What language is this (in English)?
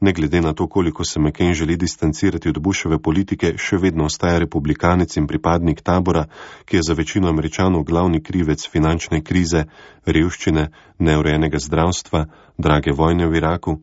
Slovenian